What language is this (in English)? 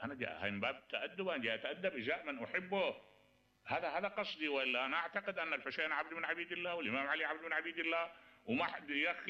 Mesopotamian Arabic